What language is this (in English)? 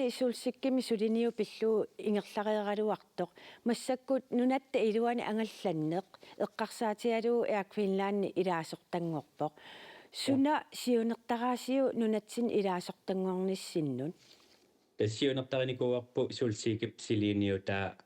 Kalaallisut